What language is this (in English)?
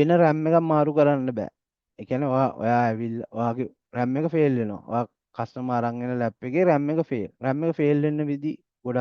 Sinhala